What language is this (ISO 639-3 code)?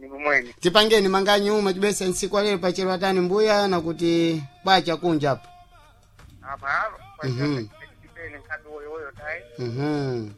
seh